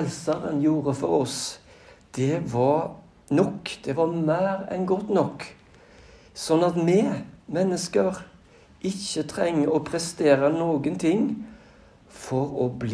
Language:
Norwegian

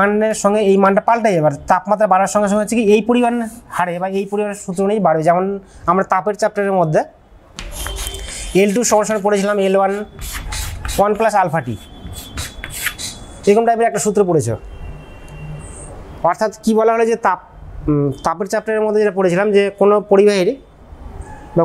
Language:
Bangla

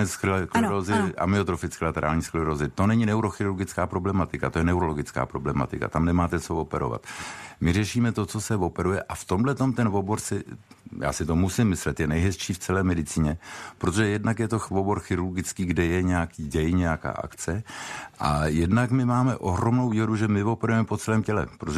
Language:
Czech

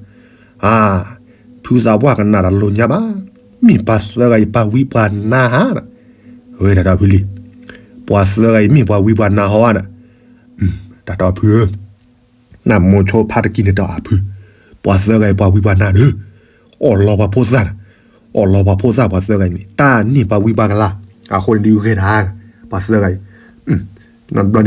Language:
S'gaw Karen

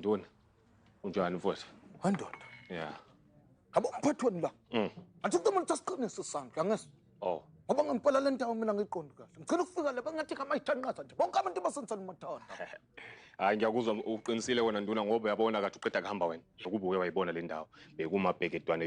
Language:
Zulu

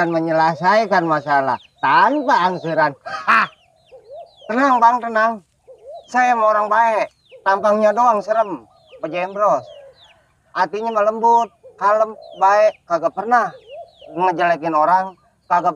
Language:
Betawi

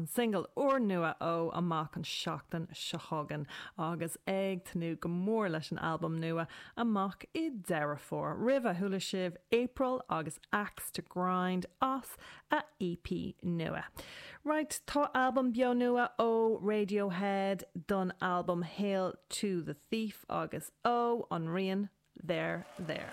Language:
Irish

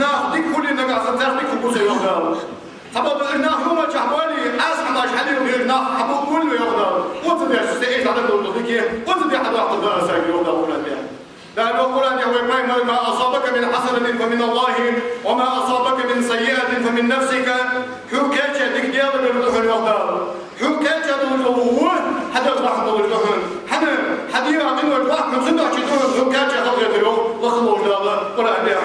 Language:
Ingush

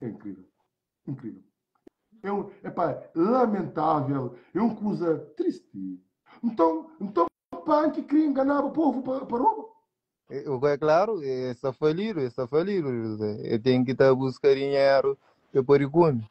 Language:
Kabuverdianu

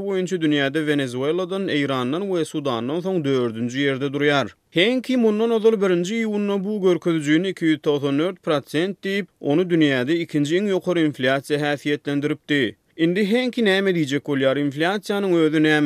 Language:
Turkmen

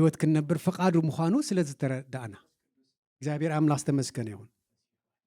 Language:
Tigrinya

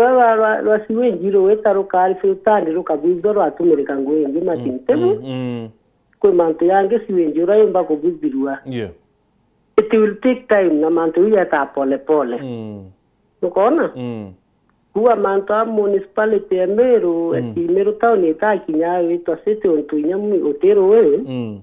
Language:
Meru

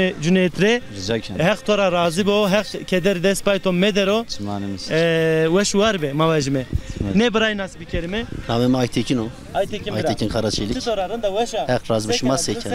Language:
Zaza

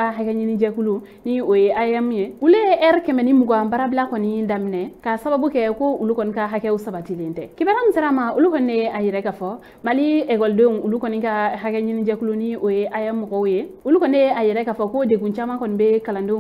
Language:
Bambara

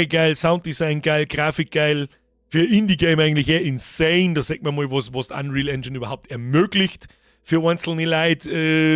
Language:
Bavarian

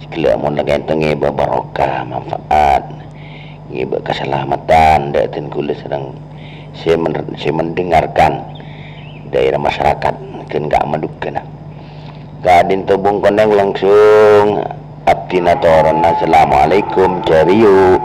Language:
Madurese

